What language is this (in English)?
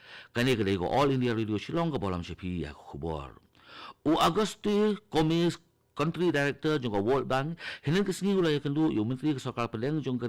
Khasi